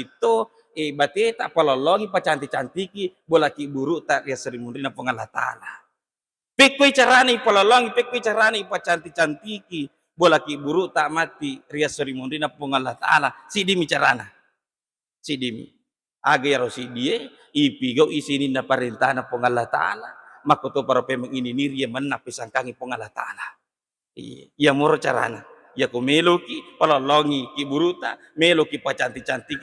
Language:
Buginese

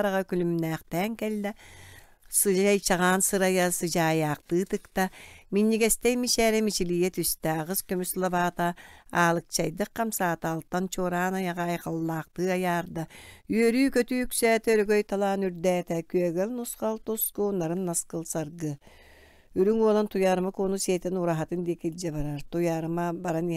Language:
Yakut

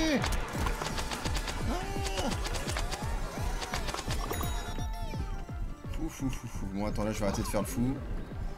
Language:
French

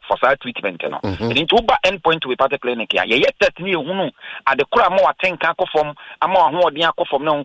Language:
Akan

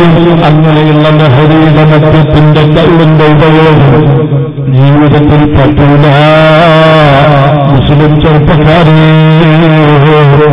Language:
Malayalam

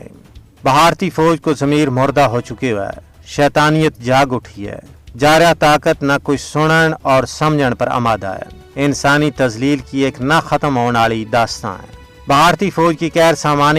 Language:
Gujari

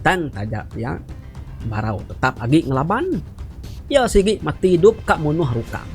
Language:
Iban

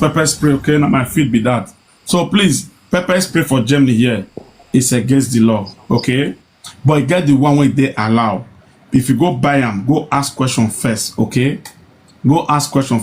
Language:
Nigerian Pidgin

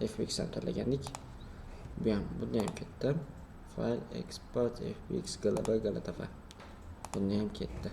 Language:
Uzbek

